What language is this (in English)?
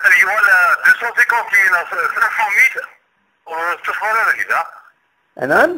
Kabyle